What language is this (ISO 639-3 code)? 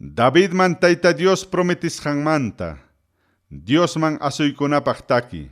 quy